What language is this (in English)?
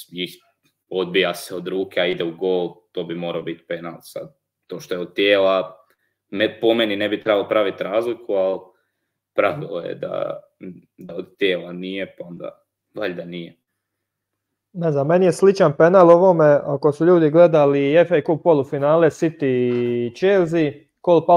Croatian